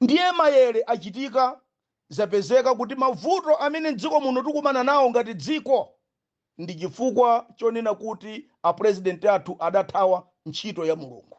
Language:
Nyanja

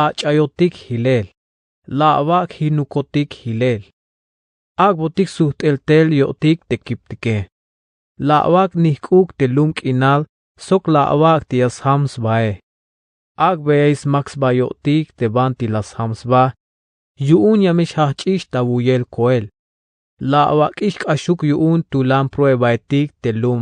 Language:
Tzeltal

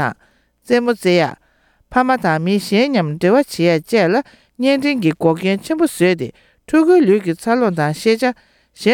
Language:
Tibetan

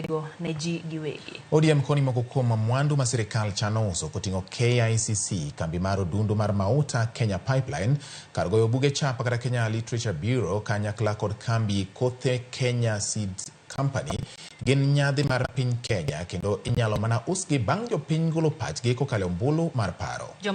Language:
Luo (Kenya and Tanzania)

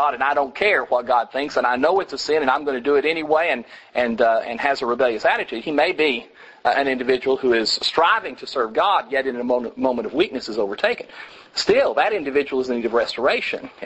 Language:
English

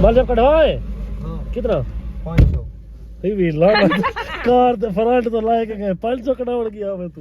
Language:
Saraiki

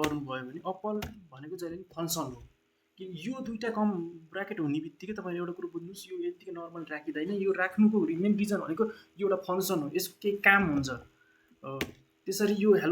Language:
Nepali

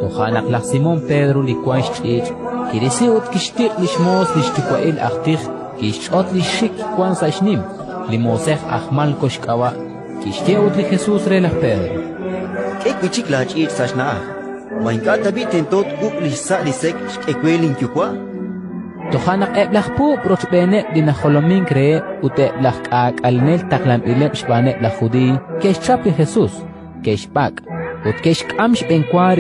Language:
Kekchí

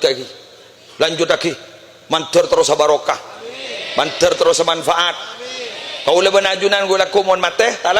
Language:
Madurese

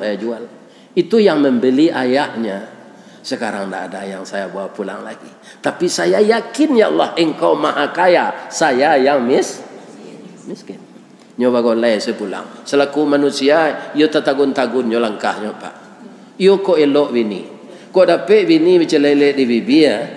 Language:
Minangkabau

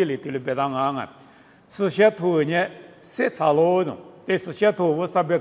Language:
Lisu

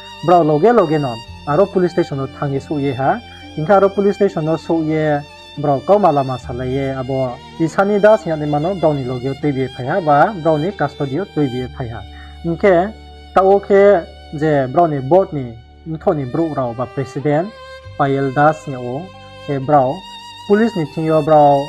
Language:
Riang (India)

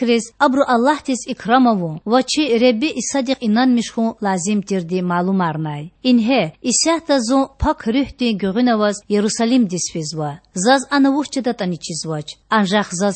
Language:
Lezghian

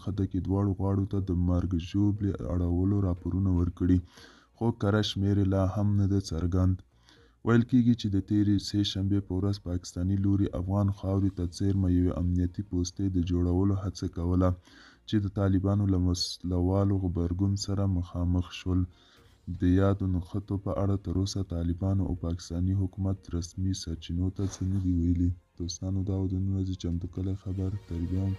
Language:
Pashto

